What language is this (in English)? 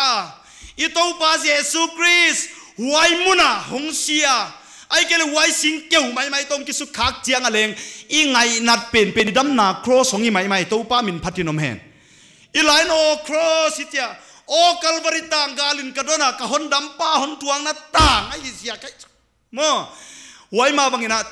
Paite Chin